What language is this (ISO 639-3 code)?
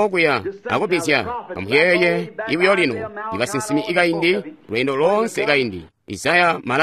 toi